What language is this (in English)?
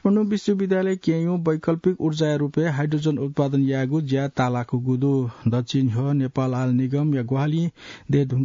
Newari